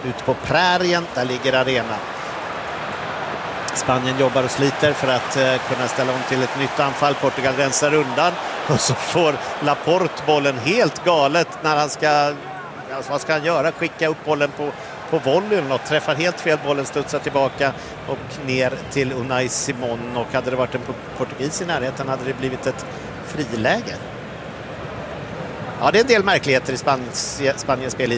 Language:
Swedish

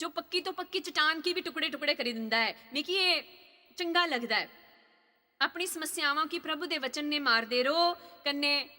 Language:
Dogri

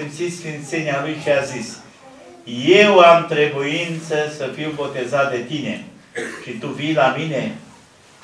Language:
Romanian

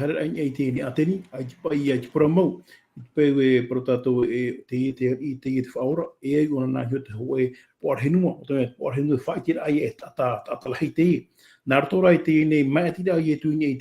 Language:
Tahitian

